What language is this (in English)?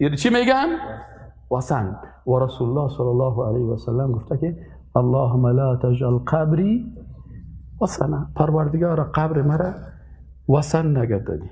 Persian